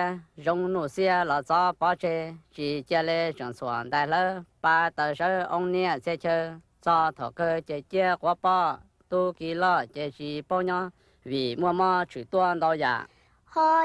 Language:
Hmong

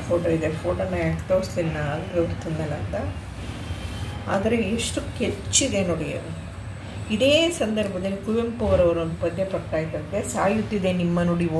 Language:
Kannada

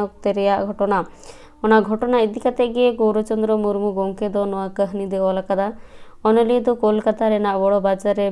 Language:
Santali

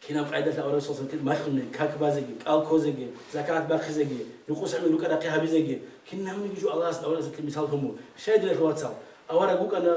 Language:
Avaric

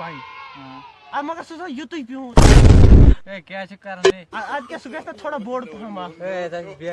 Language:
Kashmiri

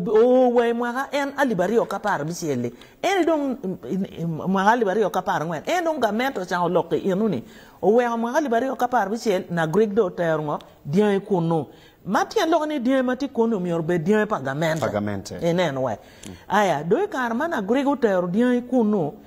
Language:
Acoli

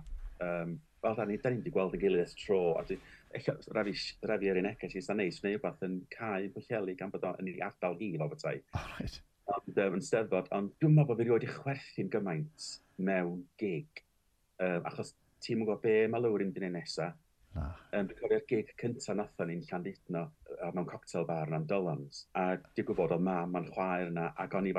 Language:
Welsh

